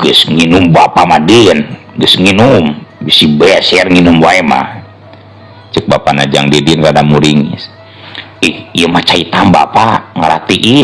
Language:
Sundanese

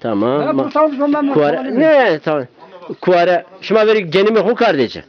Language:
Zaza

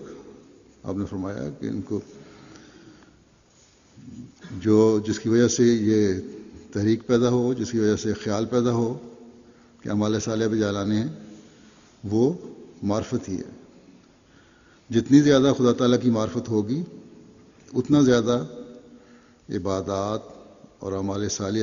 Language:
Urdu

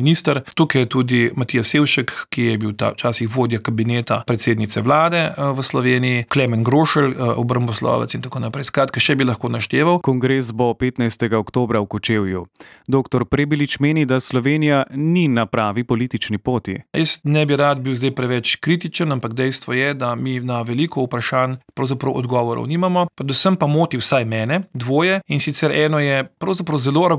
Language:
Slovenian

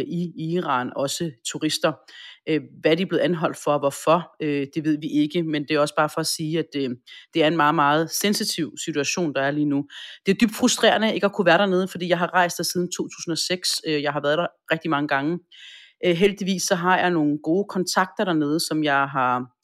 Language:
Danish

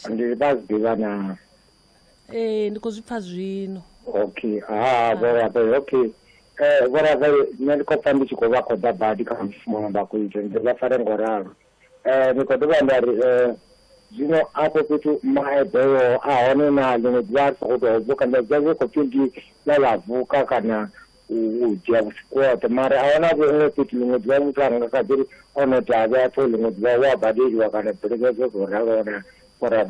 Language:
Venda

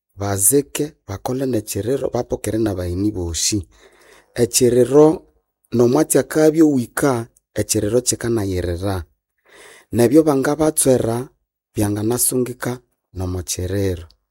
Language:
Nande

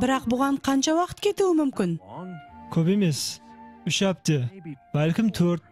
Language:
Kara-Kalpak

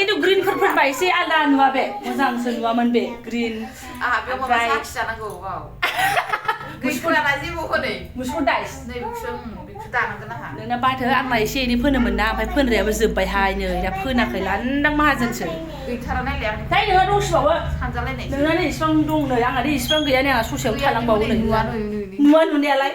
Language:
Bodo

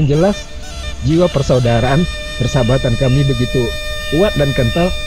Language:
Minangkabau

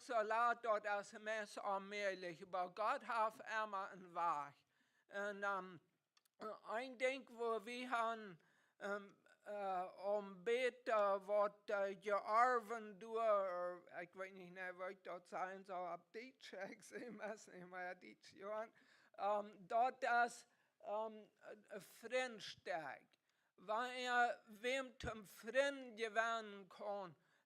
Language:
Plautdietsch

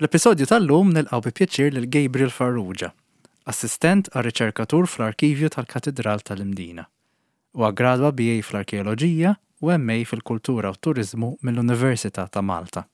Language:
Maltese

